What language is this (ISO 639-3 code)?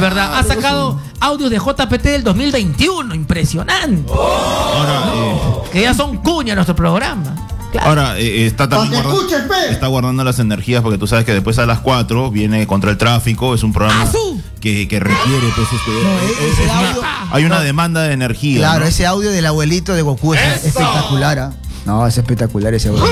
spa